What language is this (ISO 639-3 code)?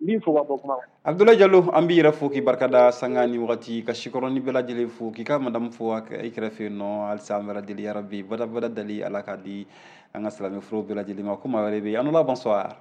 bam